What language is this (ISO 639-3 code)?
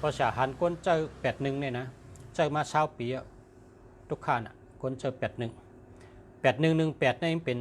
shn